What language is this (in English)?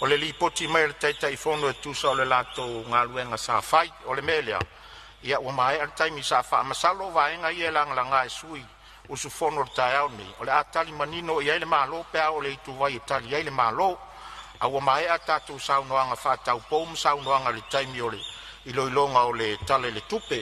Samoan